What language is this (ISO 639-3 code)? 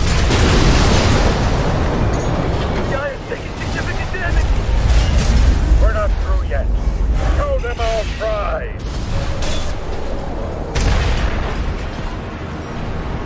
eng